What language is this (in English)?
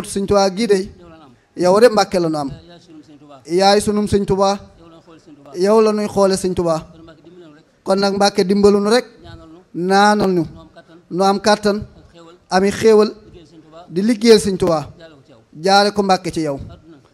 Wolof